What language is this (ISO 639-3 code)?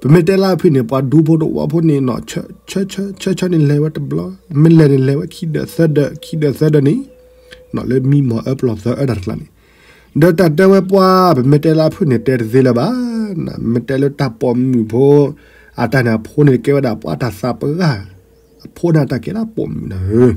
ksw